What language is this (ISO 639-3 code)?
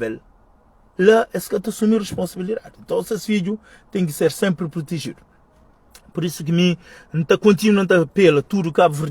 kea